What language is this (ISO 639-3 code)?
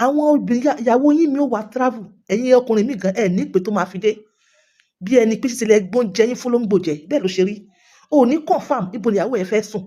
yor